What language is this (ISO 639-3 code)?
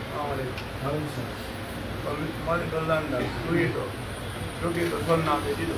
fuf